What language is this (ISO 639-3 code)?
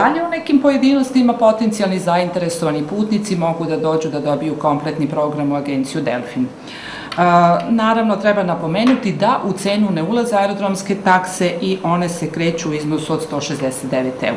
srp